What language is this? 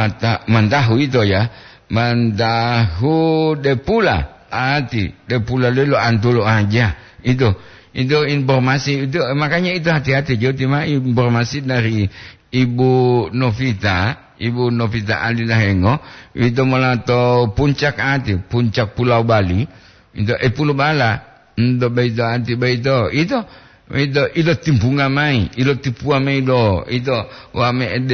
Gorontalo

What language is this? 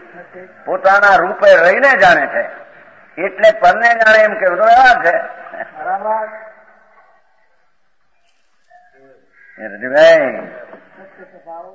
Gujarati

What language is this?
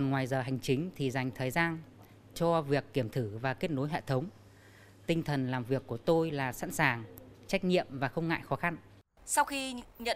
Vietnamese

